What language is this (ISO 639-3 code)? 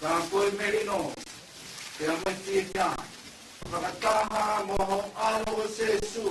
ton